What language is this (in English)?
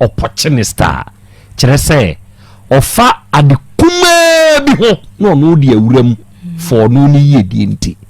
Akan